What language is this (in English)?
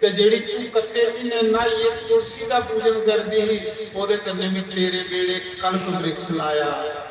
Dogri